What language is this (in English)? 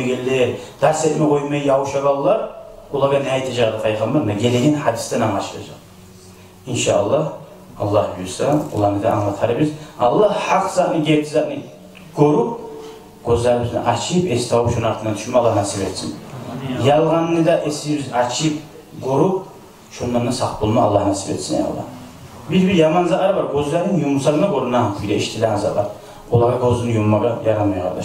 Kumyk